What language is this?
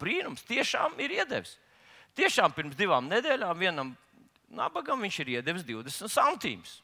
Latvian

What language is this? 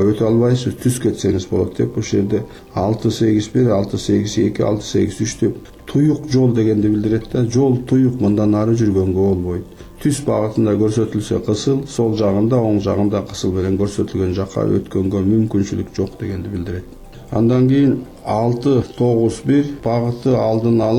Kyrgyz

